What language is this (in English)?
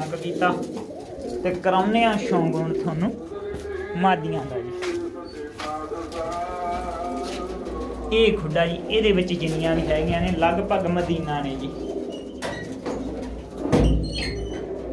Punjabi